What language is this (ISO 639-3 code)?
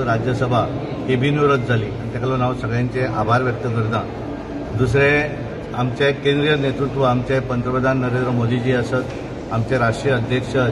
kok